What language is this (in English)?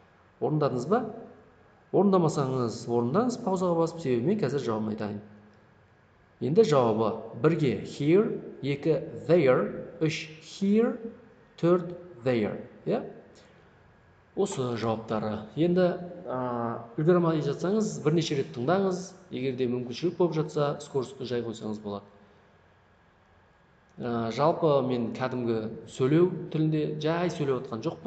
Kazakh